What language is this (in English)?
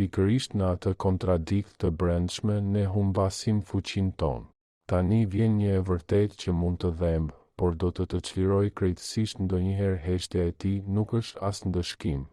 Albanian